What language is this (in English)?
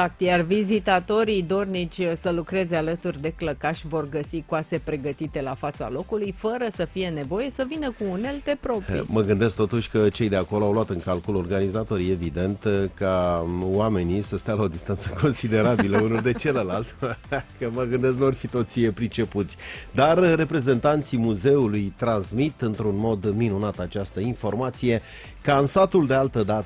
Romanian